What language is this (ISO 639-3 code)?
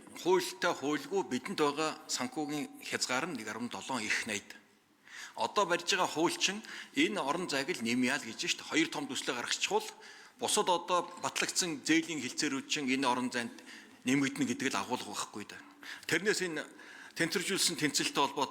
mon